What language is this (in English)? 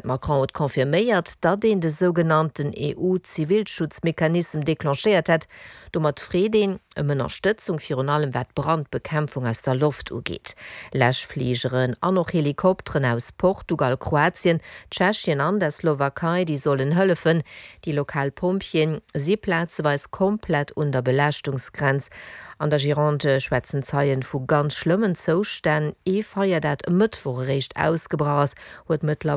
Luxembourgish